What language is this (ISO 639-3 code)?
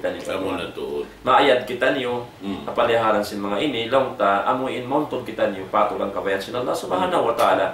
tsg